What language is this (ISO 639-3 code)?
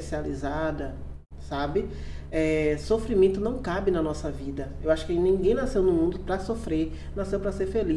por